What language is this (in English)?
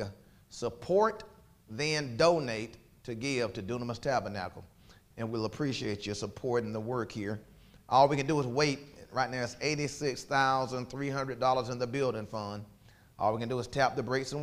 English